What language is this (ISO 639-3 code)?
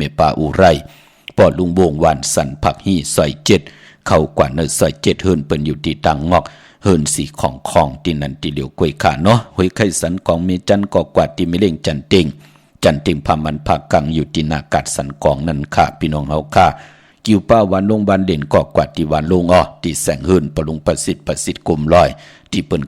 shn